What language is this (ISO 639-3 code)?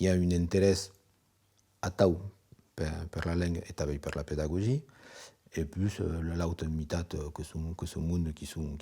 oci